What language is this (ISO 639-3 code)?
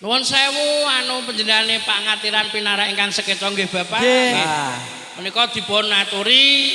jav